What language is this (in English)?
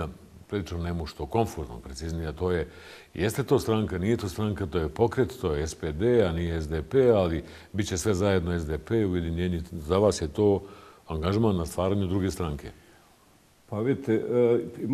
Bosnian